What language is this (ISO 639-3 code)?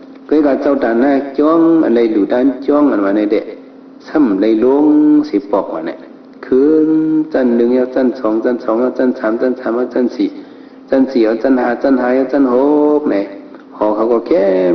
shn